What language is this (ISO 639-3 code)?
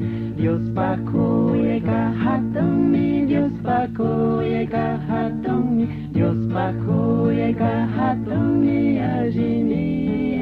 qug